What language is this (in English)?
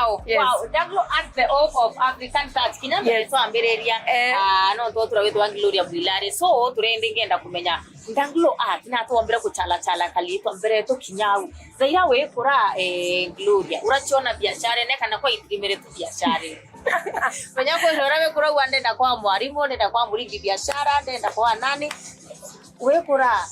Meru